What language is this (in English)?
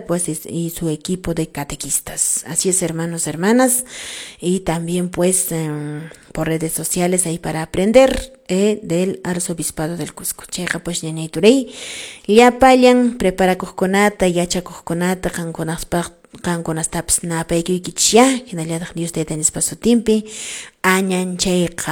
Quechua